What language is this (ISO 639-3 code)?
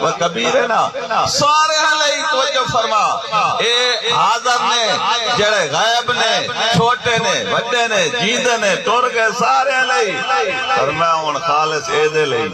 skr